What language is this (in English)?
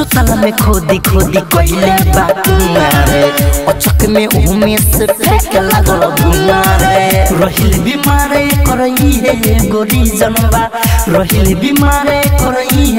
Bhojpuri